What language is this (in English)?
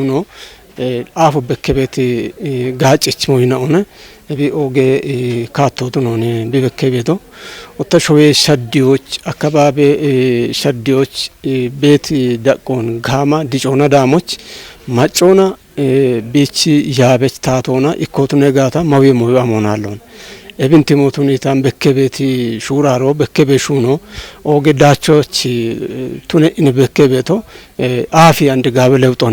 Kafa